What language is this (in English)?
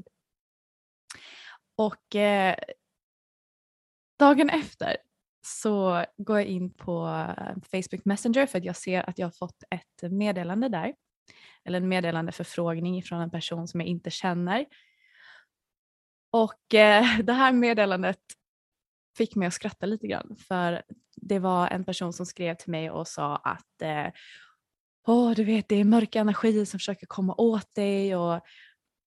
Swedish